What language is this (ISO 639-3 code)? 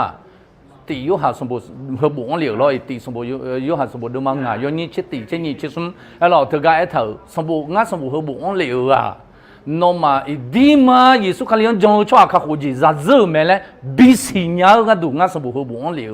ahk